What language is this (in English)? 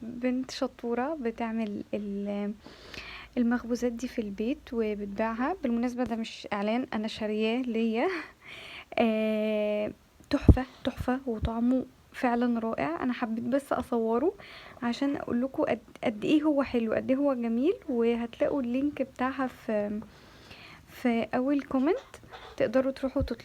Egyptian Arabic